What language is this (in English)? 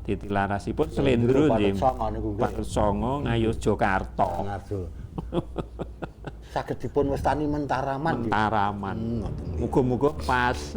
Javanese